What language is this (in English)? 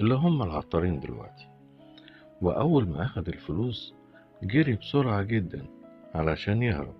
Egyptian Arabic